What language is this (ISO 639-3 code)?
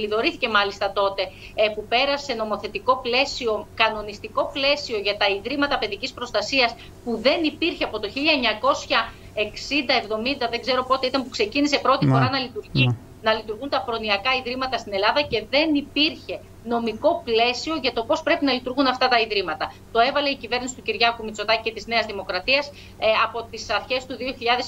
ell